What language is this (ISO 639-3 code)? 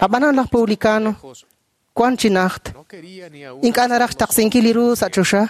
kek